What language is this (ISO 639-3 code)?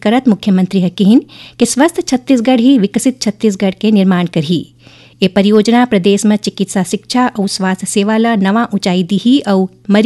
hne